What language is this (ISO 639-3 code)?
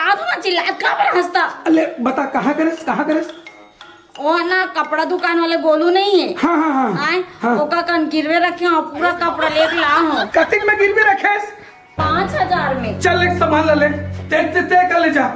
hne